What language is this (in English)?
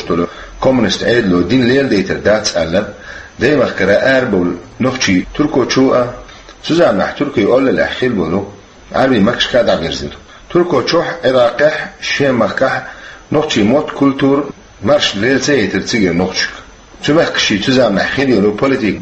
Chechen